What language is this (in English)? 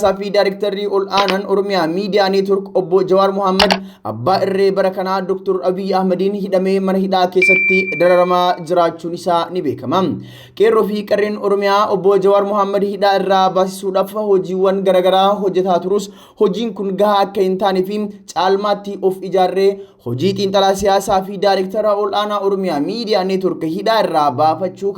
Oromo